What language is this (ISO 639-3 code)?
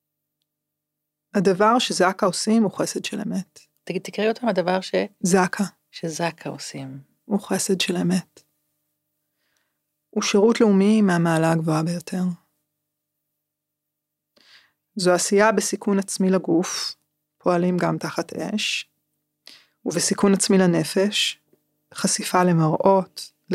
heb